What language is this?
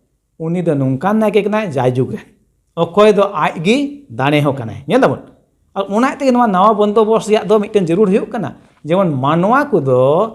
Santali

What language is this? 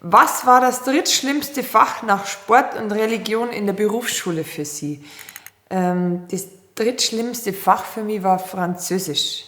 Bavarian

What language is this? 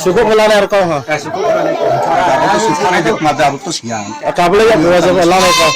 Riang (India)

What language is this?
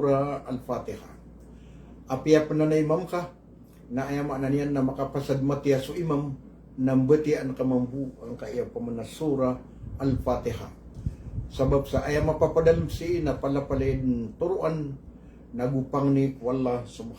Maranao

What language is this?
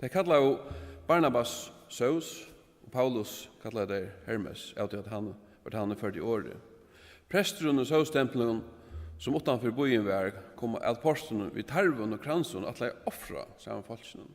Faroese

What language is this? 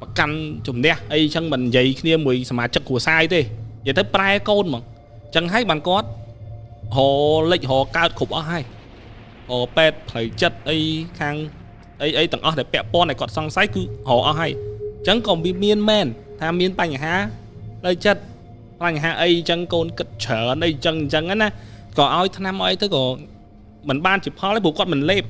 Khmer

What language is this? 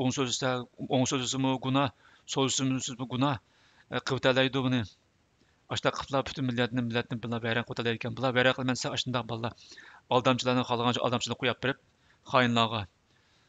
Uyghur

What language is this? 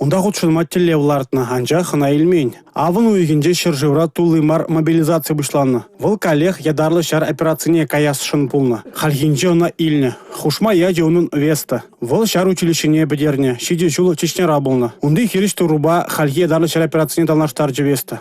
Chuvash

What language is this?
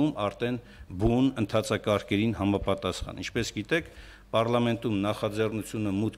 Armenian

